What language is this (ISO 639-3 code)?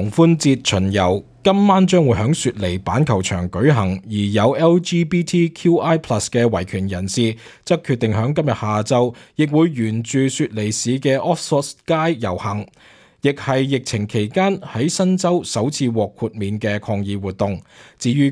yue